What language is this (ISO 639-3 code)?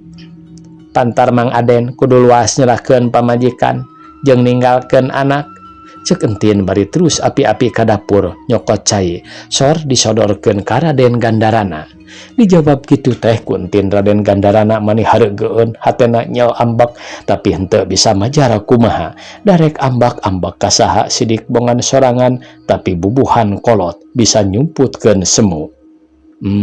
sun